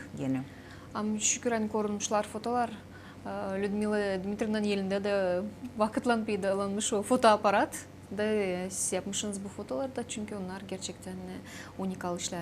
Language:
Gagauz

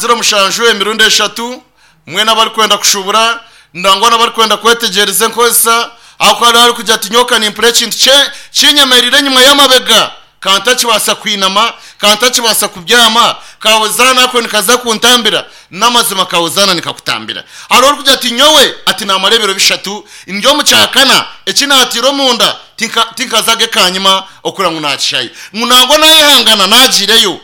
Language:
Nyankole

